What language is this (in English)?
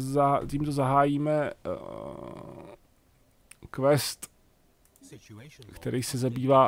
Czech